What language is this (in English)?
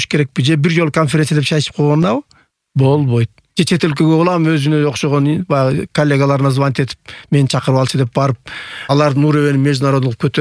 Kyrgyz